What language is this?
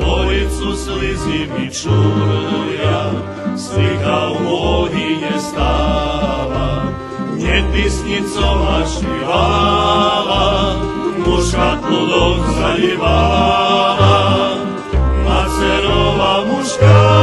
Rusyn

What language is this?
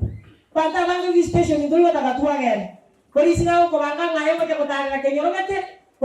Gusii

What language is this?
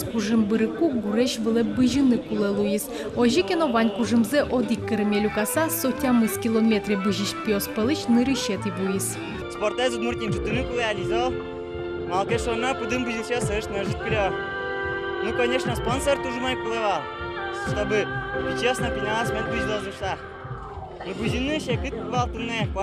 Udmurt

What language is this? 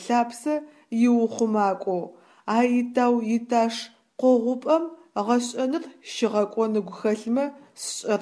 Adyghe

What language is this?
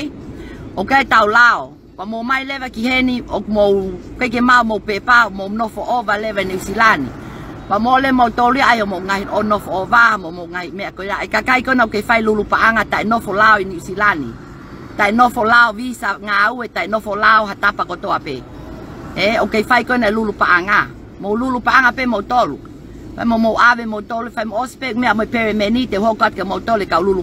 Tongan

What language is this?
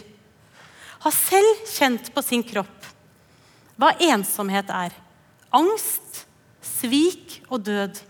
Norwegian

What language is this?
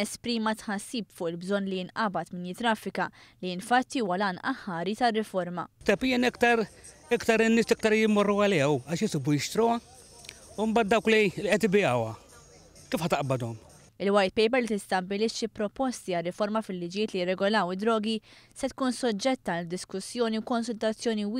Maltese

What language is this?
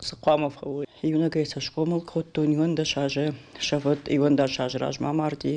Ossetic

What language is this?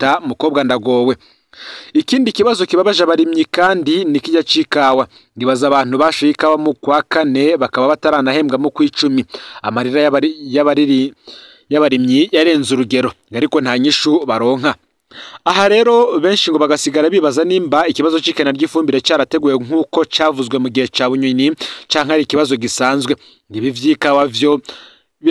Rundi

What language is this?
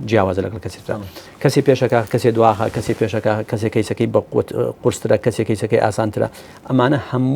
Central Kurdish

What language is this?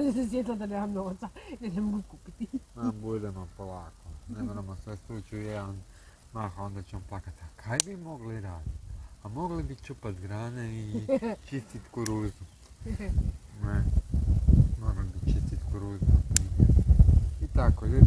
Croatian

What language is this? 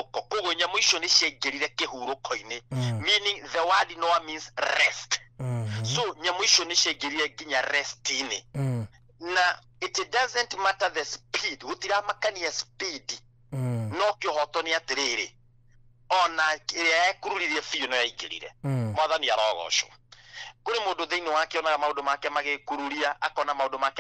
Kikuyu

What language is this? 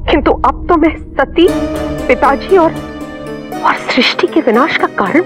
Hindi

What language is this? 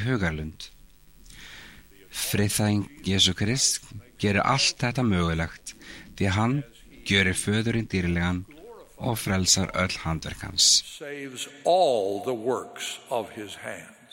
Icelandic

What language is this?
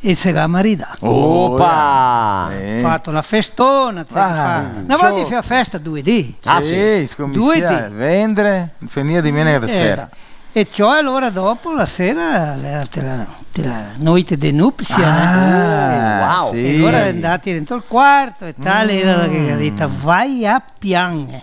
Venetian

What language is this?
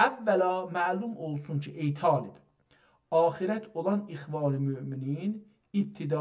South Azerbaijani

